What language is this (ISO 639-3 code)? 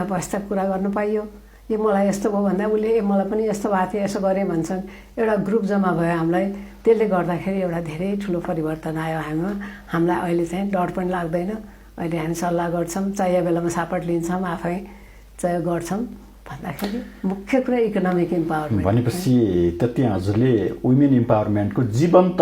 nep